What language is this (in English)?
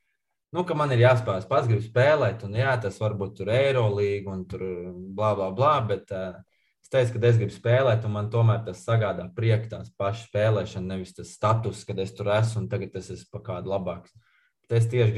Latvian